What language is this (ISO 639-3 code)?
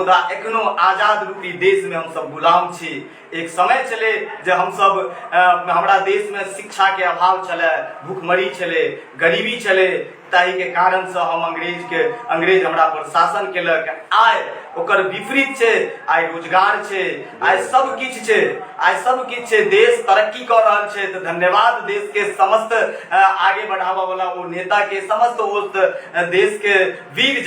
mai